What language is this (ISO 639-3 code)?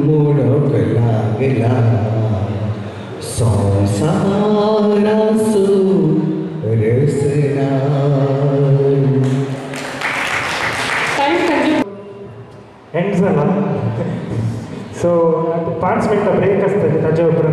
kok